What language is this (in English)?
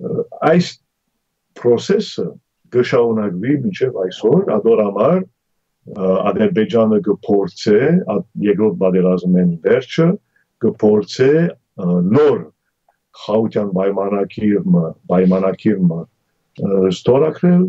Armenian